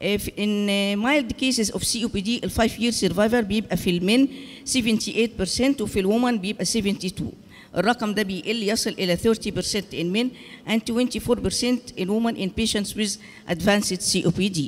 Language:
Egyptian Arabic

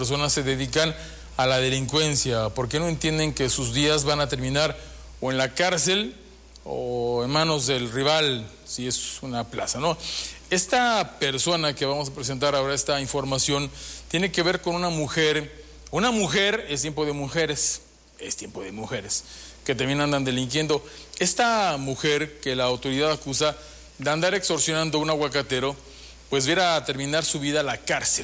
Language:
Spanish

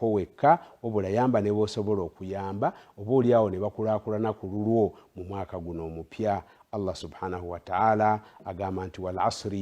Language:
Ganda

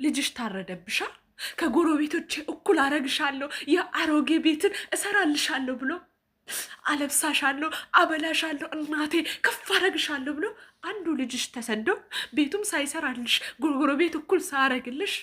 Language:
Amharic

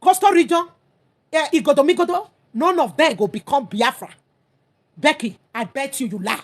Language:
Nigerian Pidgin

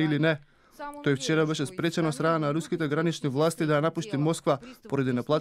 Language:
Macedonian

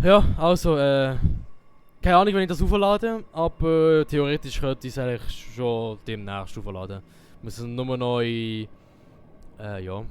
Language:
Swiss German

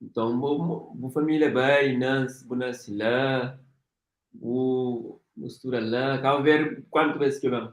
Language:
Kabuverdianu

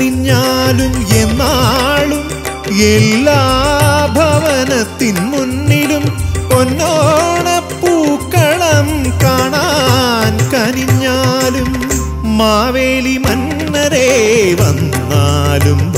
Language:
Malayalam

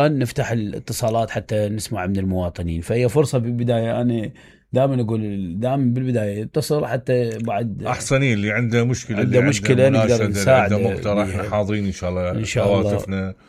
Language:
Mesopotamian Arabic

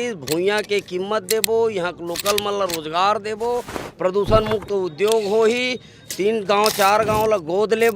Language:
Chhattisgarhi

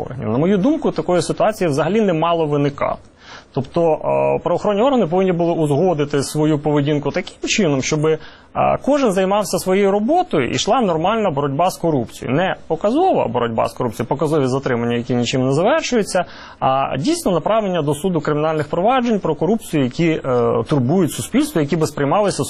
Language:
Ukrainian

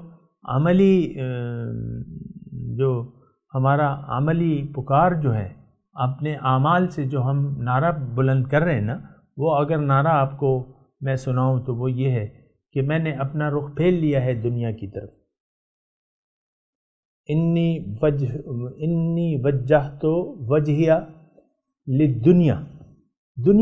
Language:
Urdu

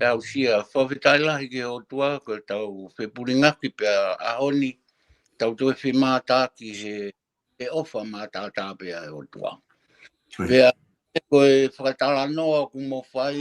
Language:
Tongan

